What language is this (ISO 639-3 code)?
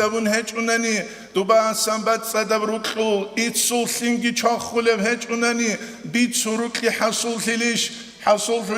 ava